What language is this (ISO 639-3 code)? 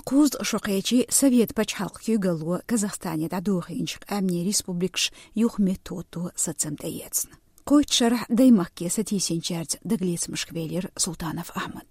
che